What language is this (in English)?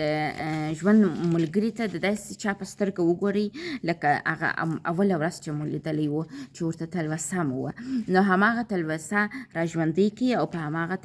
Pashto